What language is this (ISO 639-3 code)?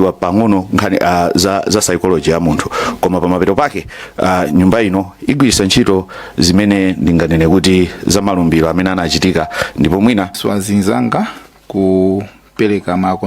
nya